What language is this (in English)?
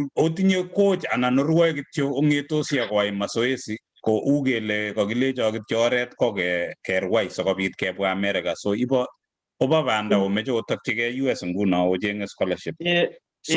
Kalenjin